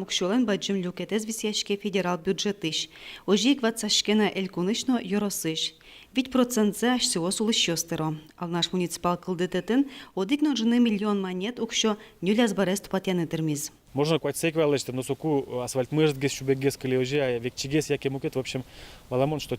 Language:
Udmurt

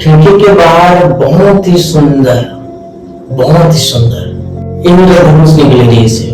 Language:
Chhattisgarhi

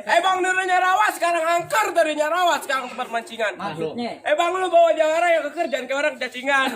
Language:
Betawi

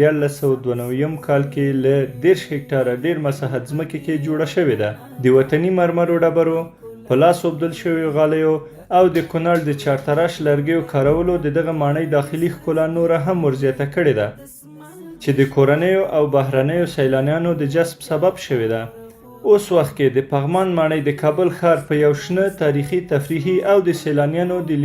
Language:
Pashto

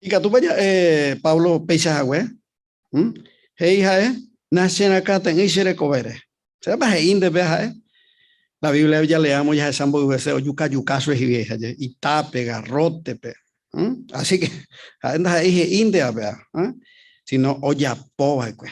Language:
Guarani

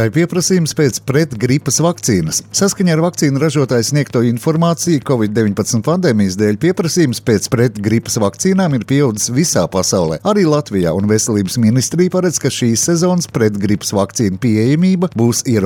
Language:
Latvian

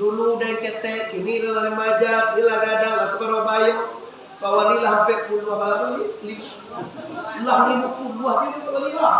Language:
Minangkabau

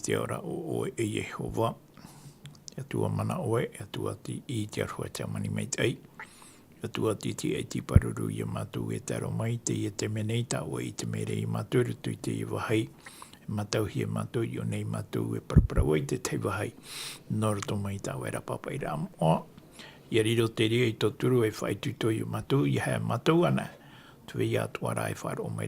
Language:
Tahitian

